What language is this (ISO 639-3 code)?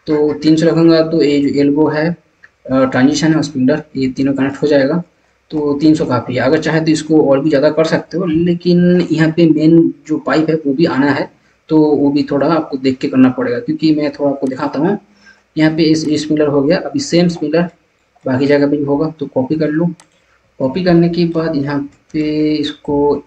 hin